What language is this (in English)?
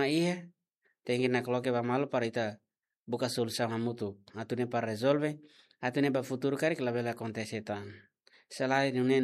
Tetum